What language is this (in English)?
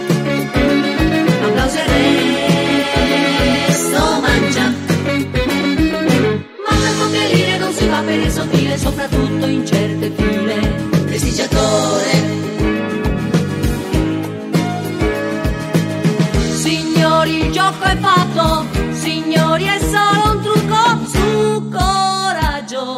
Italian